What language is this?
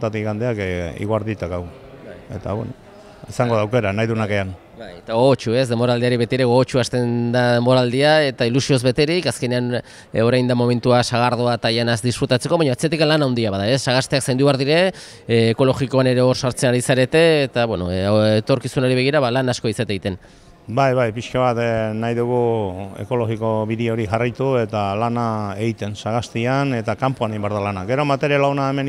Basque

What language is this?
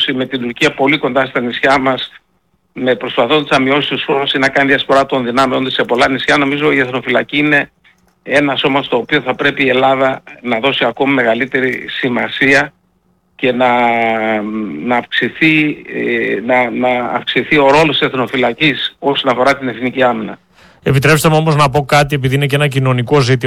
Greek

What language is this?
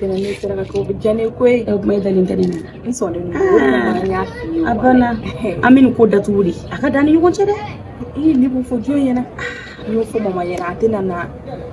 Bambara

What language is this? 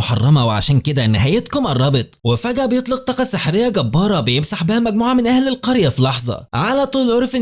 Egyptian Arabic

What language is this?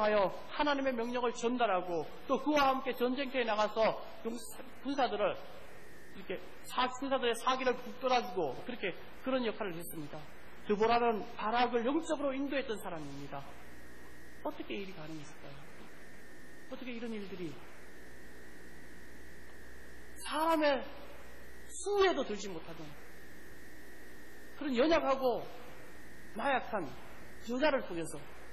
Korean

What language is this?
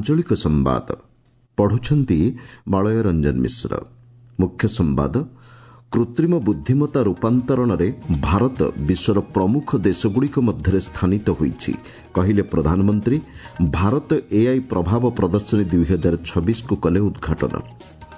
Odia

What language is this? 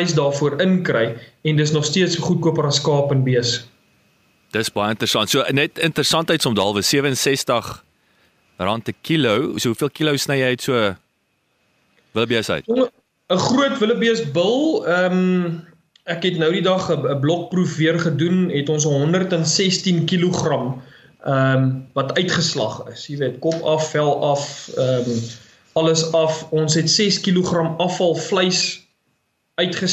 Afrikaans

